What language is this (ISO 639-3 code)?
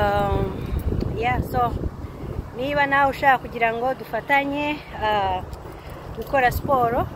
kin